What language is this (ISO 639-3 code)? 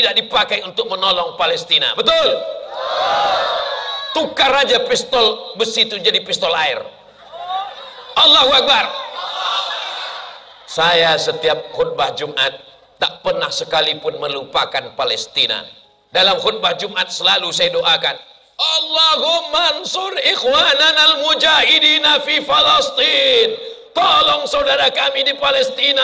ind